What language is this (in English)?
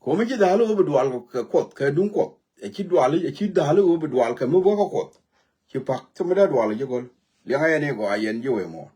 Nuer